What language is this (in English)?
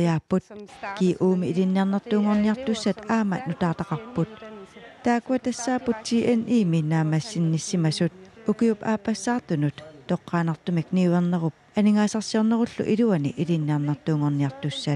Kalaallisut